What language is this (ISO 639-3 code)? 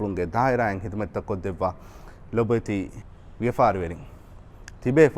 div